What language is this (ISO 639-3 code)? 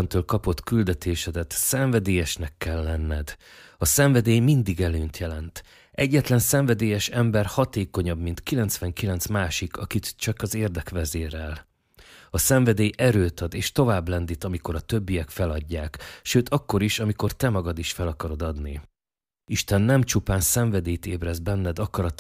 hun